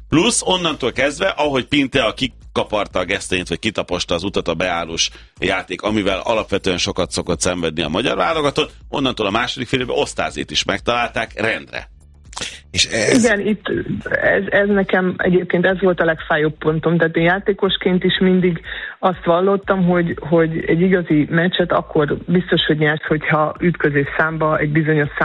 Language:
Hungarian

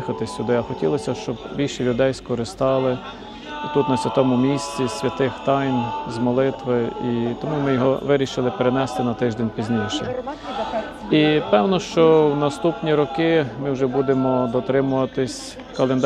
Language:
Ukrainian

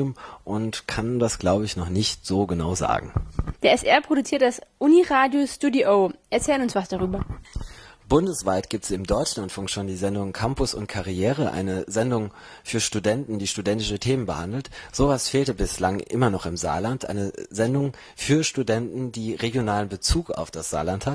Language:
German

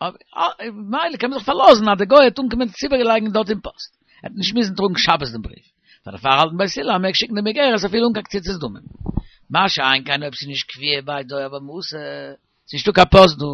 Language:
Yiddish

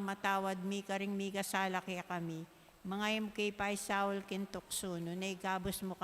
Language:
Pampanga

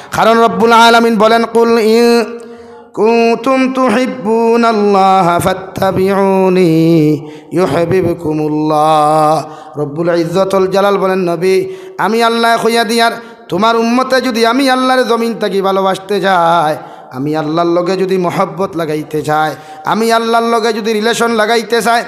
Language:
Sylheti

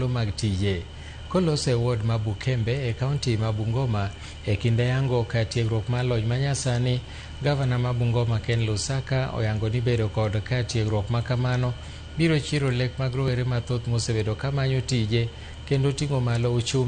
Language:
Luo (Kenya and Tanzania)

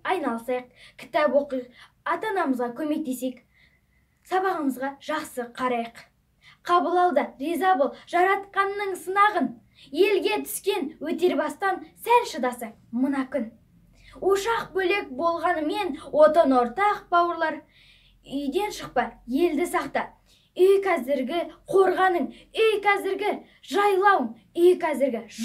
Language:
Kazakh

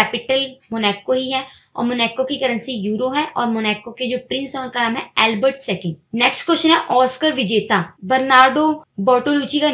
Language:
Hindi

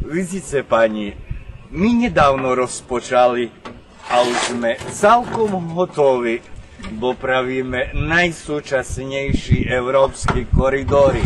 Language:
Rusyn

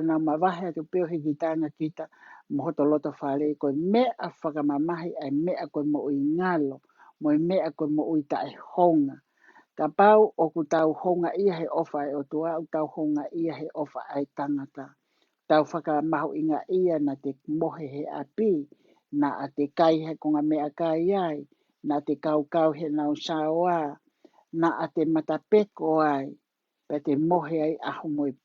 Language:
Tongan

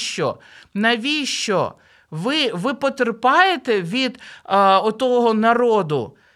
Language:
Ukrainian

